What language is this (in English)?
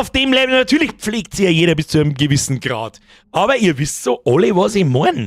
Bavarian